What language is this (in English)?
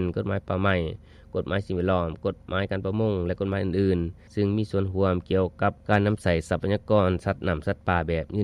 Lao